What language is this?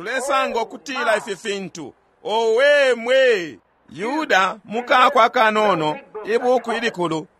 Bemba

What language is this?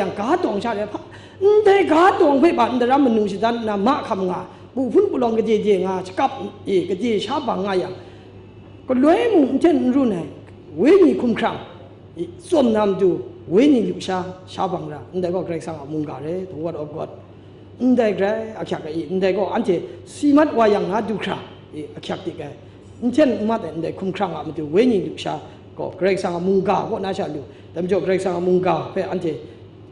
Kachin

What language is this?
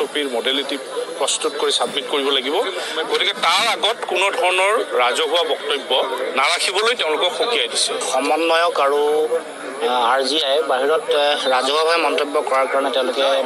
Assamese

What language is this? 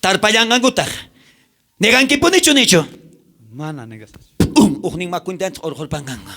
South Bolivian Quechua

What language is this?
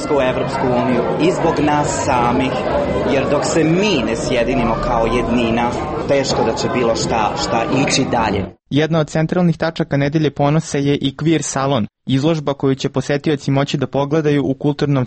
Serbian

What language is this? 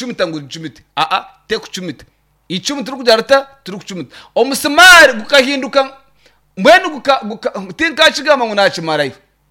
Nyankole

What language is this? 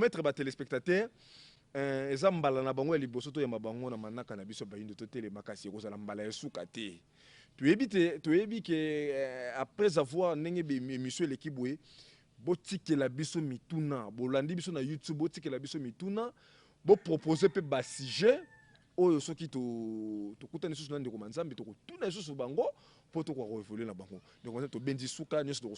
Lingala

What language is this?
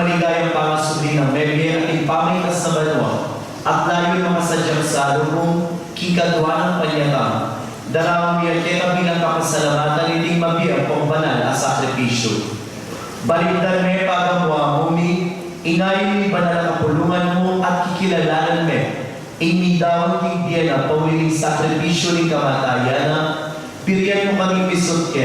Pampanga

